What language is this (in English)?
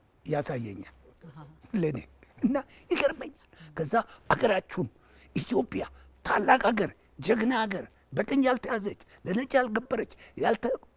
Amharic